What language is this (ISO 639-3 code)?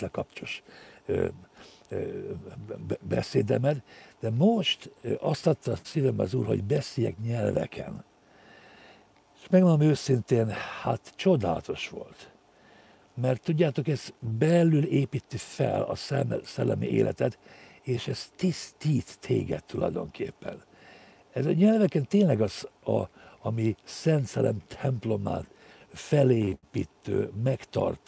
hun